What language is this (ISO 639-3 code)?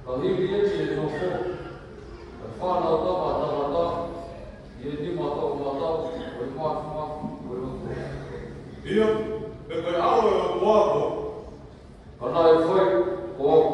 ton